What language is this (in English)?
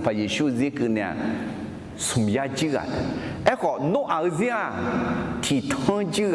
Akha